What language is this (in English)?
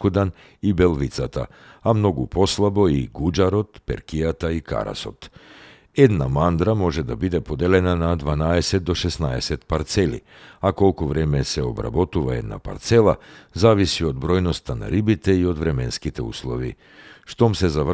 Macedonian